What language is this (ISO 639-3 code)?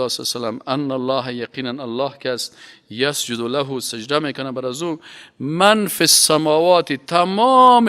fas